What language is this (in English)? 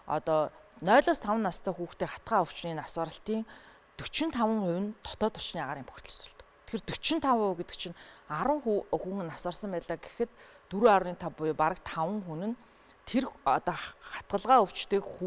Mongolian